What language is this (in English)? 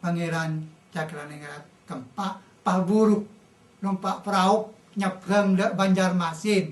Madurese